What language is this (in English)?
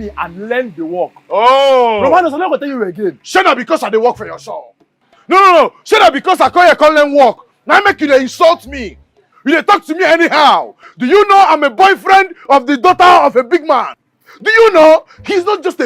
Nigerian Pidgin